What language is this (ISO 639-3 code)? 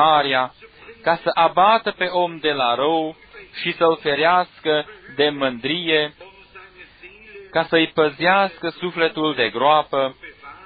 ron